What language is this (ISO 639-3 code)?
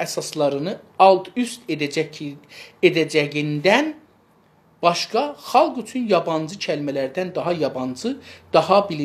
azb